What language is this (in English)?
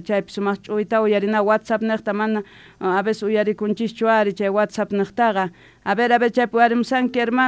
South Bolivian Quechua